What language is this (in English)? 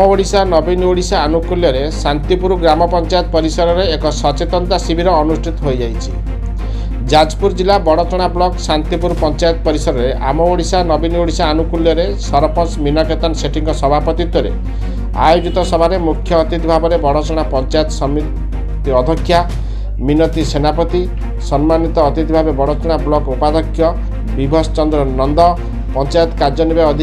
Odia